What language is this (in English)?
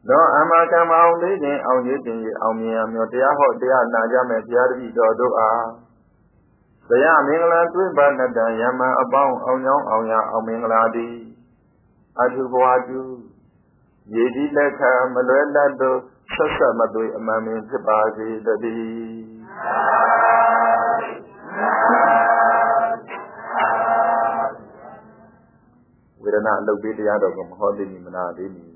Burmese